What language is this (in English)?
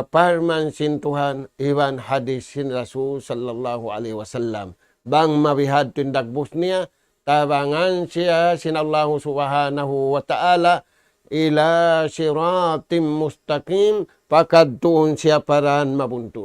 Tausug